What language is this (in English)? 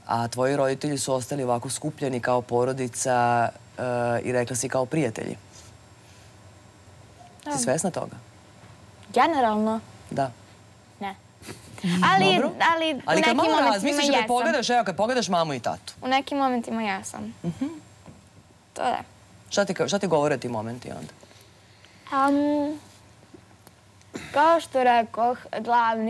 Serbian